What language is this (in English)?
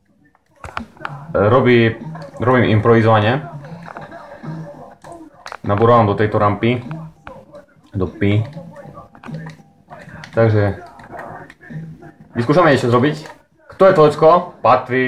Slovak